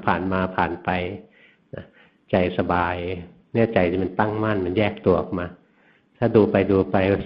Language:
Thai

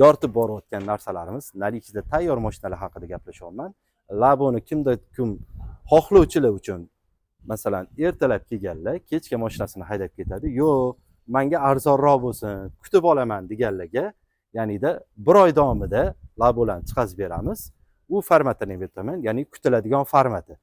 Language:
Uzbek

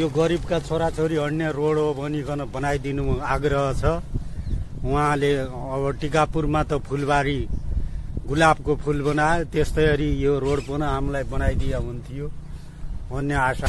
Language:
Nepali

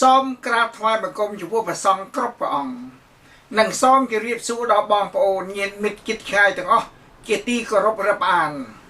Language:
Khmer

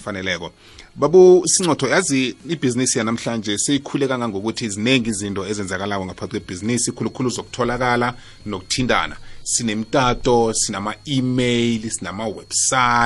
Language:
South Ndebele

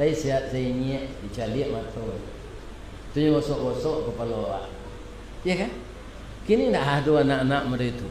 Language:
Minangkabau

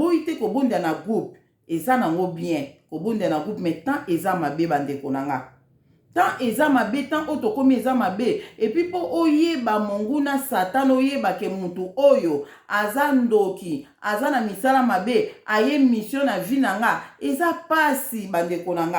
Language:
Lingala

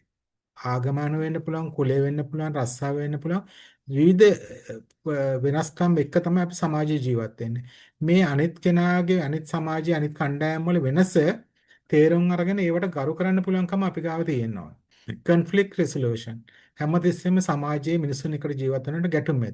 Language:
Sinhala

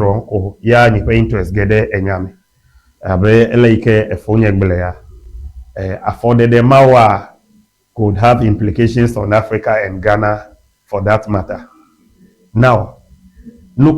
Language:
Ewe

